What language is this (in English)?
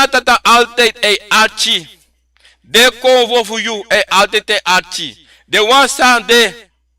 Sranan Tongo